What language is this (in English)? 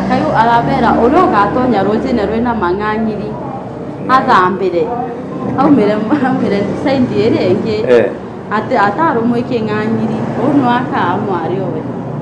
Meru